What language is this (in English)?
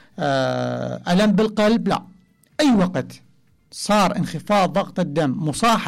Mesopotamian Arabic